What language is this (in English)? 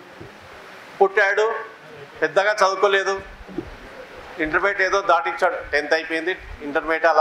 Telugu